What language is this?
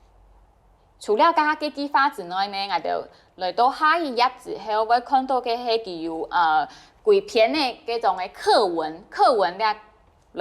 Hakka Chinese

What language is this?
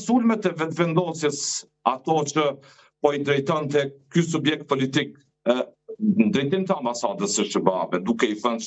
Albanian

